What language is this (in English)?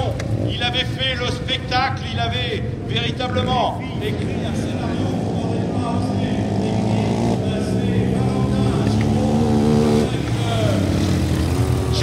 French